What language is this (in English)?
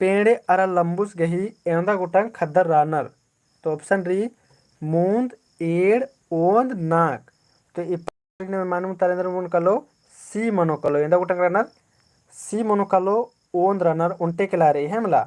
Kurukh